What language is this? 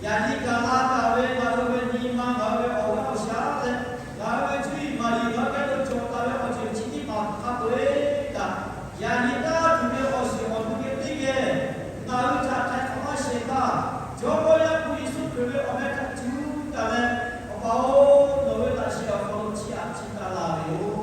Lahu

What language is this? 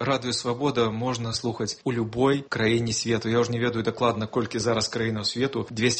Belarusian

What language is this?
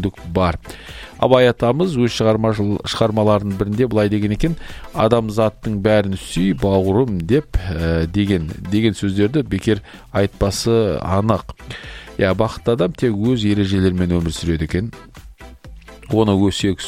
Kazakh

